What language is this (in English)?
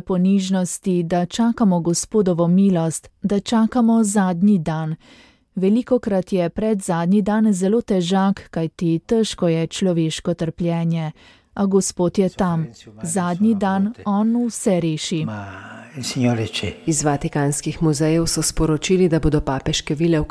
Slovenian